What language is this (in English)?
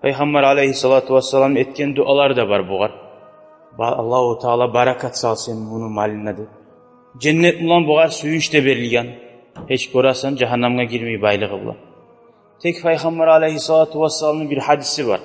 Kumyk